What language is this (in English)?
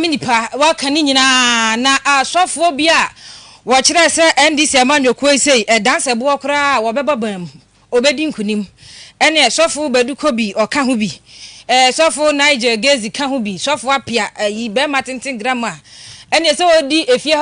Akan